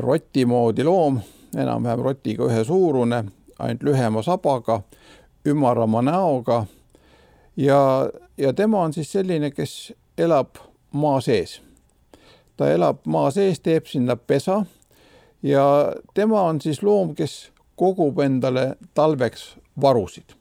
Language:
Estonian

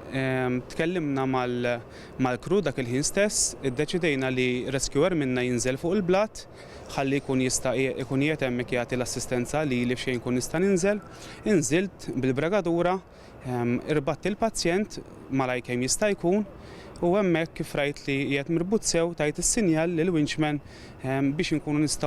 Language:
Maltese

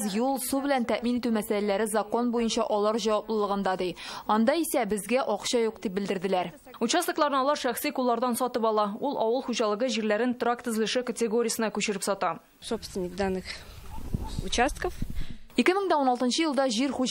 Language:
Tatar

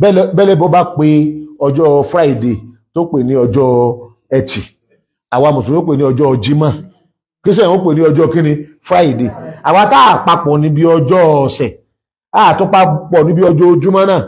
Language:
Yoruba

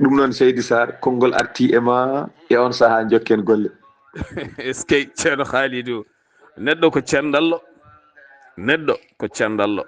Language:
Fula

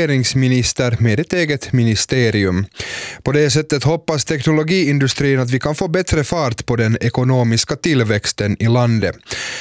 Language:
Swedish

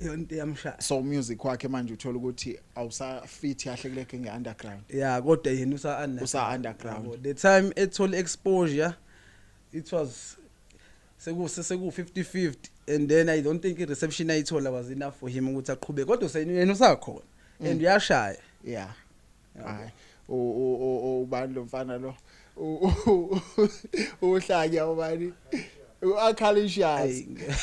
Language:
Zulu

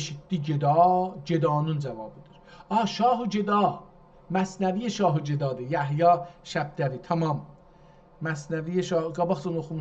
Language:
South Azerbaijani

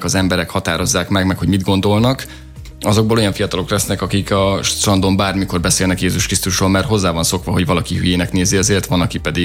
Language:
Hungarian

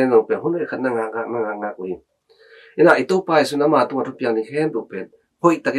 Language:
Tedim Chin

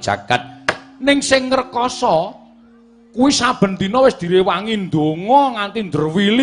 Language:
Javanese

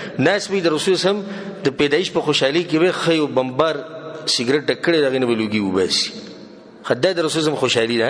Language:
Pashto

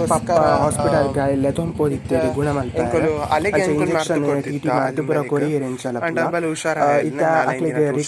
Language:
Tulu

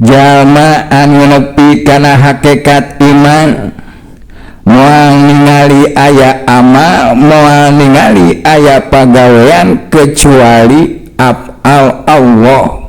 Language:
Sundanese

